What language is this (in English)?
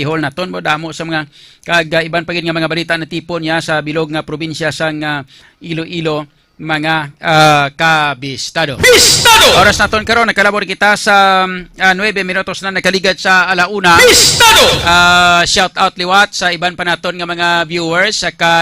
Hiligaynon